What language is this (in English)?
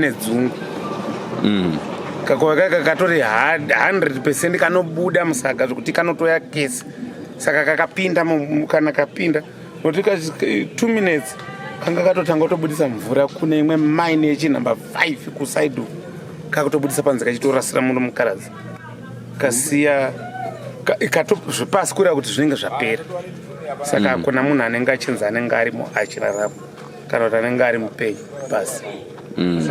Shona